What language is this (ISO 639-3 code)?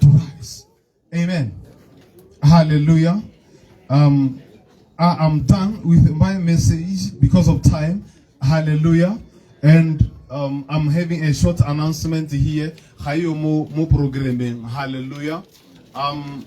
tsn